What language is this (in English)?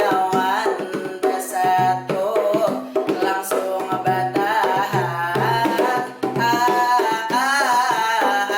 Banjar